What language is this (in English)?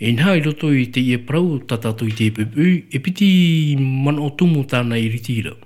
Tahitian